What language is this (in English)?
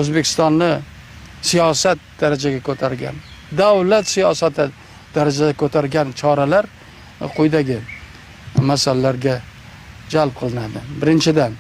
Uzbek